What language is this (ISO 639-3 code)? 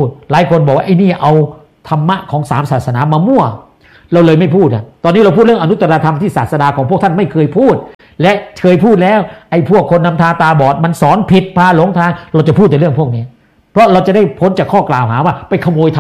tha